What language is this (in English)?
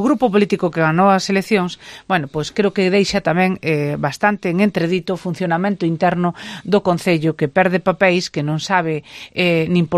Galician